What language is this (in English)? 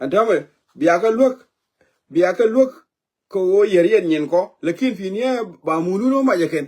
Nuer